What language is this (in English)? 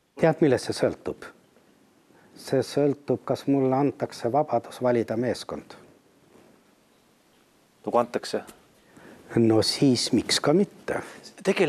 Estonian